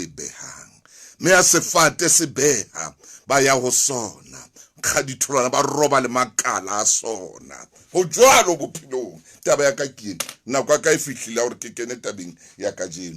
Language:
Southern Sotho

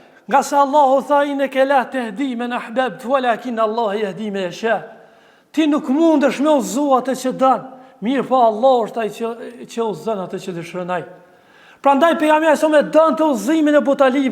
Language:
Albanian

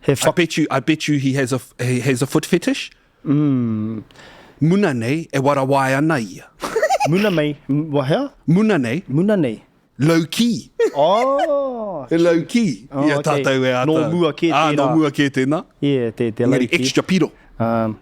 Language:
Māori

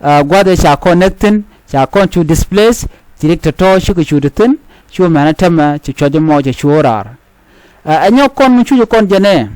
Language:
Nuer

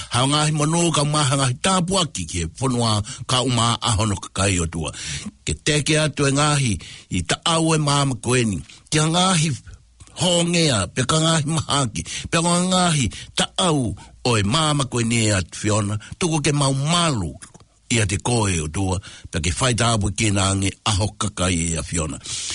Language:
Tongan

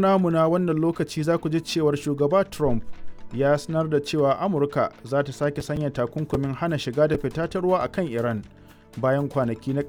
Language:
Hausa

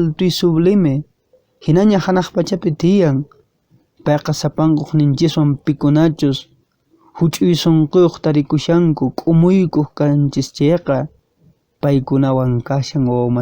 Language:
Quechua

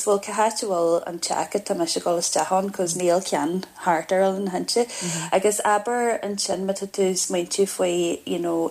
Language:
Irish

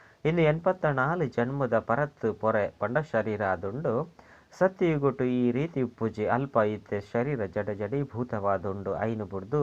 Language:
Tulu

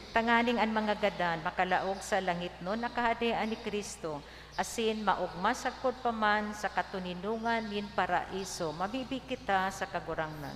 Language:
Bikol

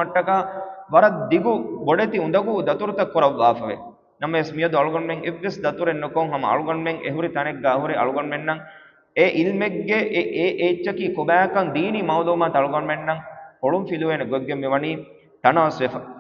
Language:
Divehi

